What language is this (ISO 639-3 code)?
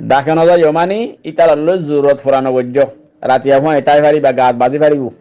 rhg